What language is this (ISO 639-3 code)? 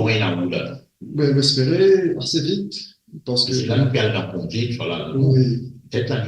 mfe